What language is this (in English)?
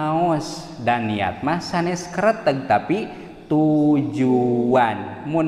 Sundanese